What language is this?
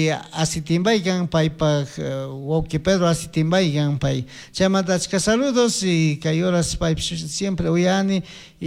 Chimborazo Highland Quichua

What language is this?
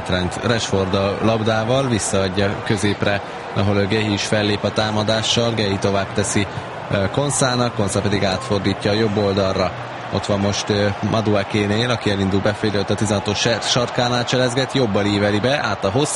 Hungarian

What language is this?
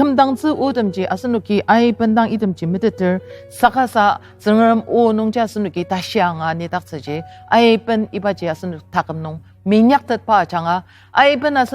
Ao Naga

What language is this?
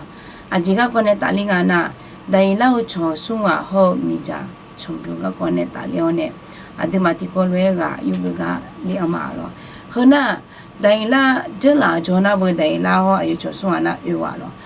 Akha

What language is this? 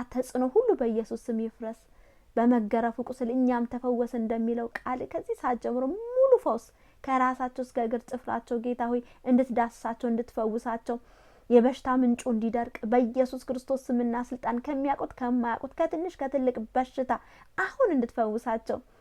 Amharic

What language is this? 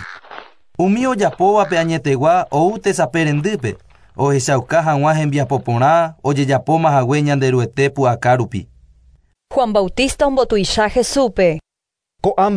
Guarani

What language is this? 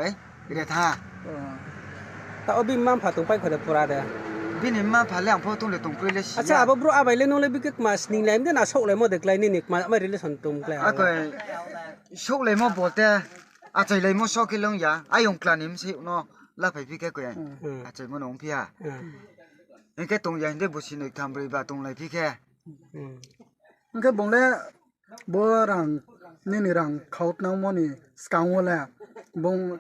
Riang (India)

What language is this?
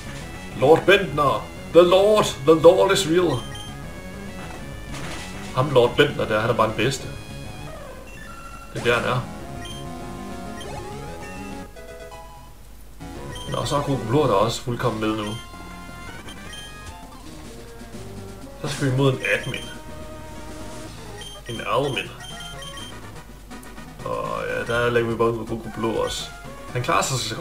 Danish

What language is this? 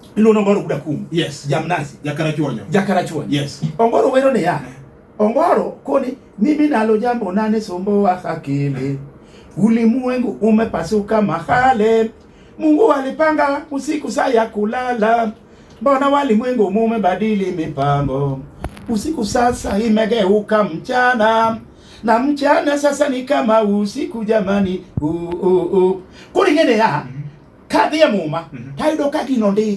Luo (Kenya and Tanzania)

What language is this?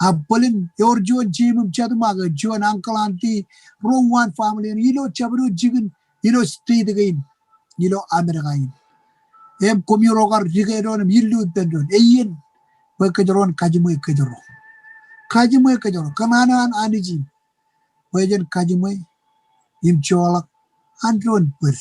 Marshallese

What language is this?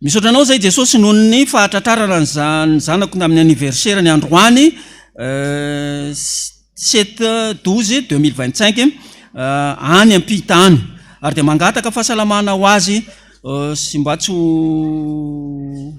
Malagasy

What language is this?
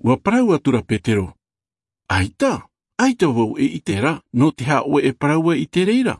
Tahitian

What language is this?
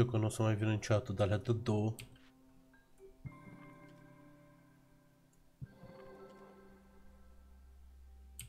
Romanian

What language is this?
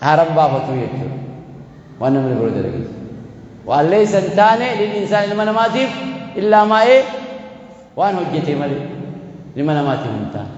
Oromo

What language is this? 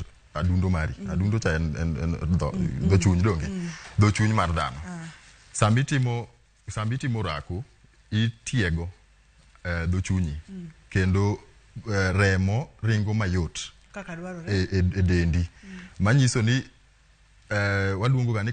Luo (Kenya and Tanzania)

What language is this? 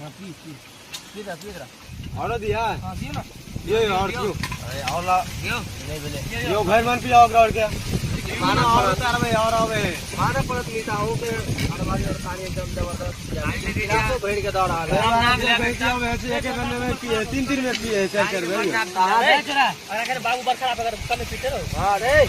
Maithili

